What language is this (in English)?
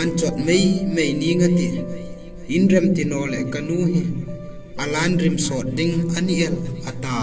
Hmar